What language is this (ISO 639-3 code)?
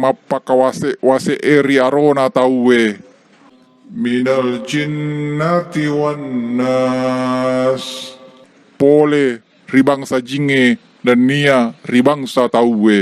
bug